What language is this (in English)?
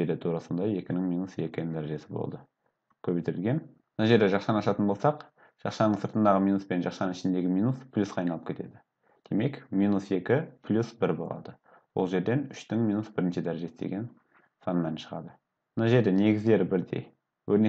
Kazakh